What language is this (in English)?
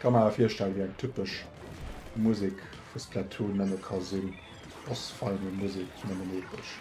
Luxembourgish